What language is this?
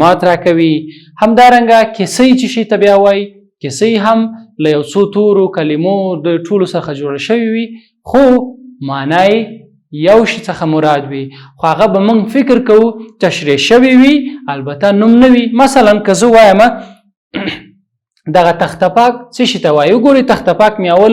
Pashto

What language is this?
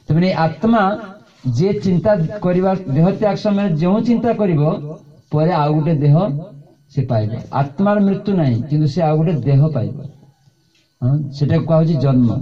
Odia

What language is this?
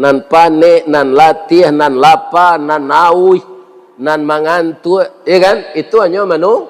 Minangkabau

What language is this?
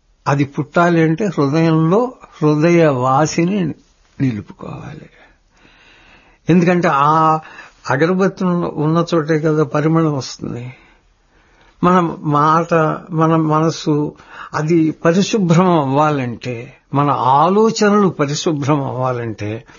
Telugu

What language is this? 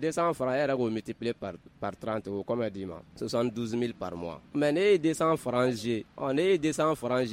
Bambara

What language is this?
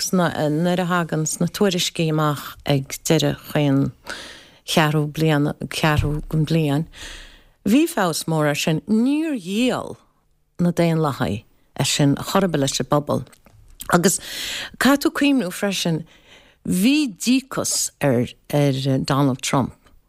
Irish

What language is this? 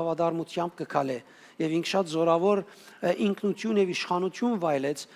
Western Armenian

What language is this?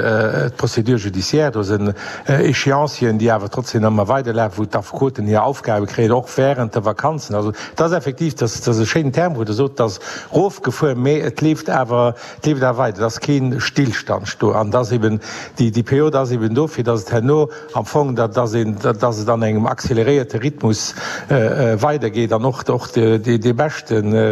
Luxembourgish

